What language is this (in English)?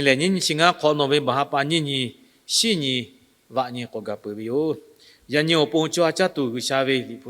Lahu